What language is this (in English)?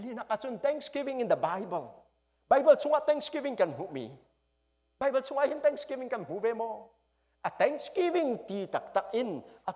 Hakha Chin